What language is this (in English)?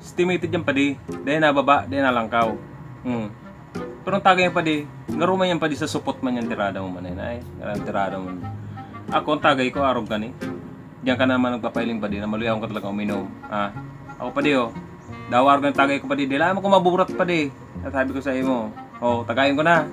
Bikol